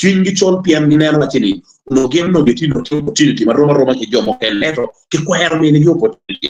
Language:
Acoli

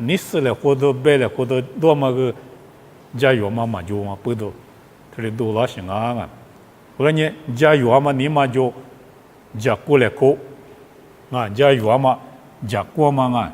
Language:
Lisu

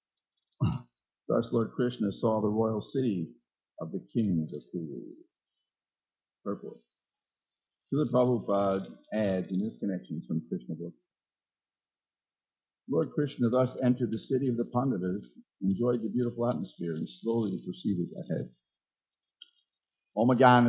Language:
English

